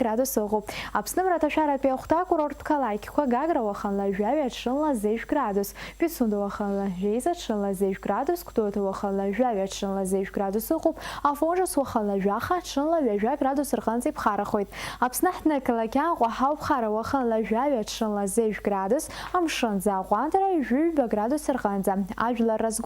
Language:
Abkhazian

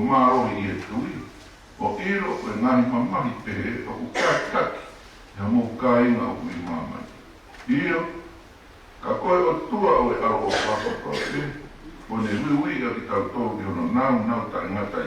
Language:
Tongan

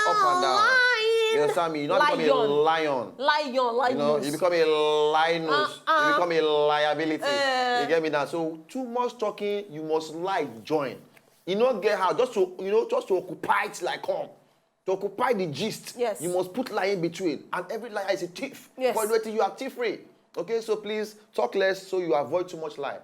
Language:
Nigerian Pidgin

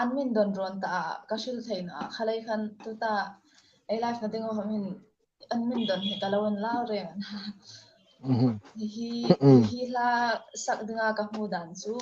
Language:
Hmar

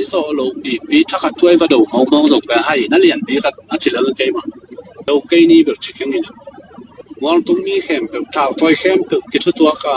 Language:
Tedim Chin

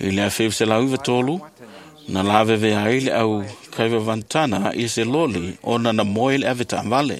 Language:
Samoan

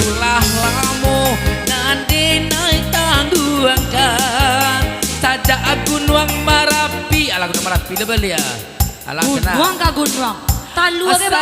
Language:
Minangkabau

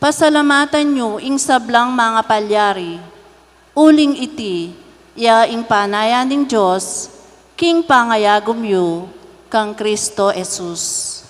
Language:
Pampanga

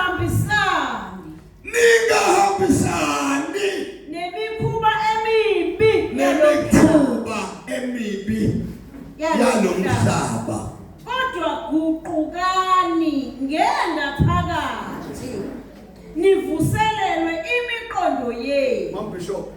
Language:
Zulu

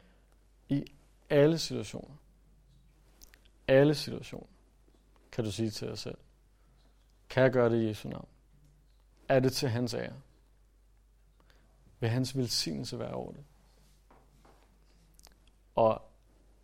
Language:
Danish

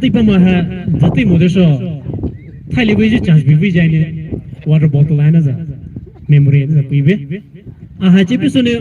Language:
Poumei Naga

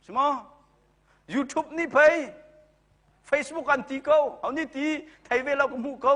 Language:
Hakha Chin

